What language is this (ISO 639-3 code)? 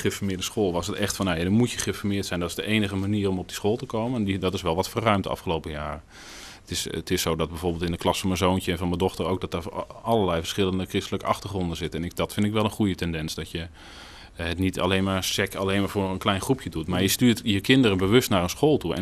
nld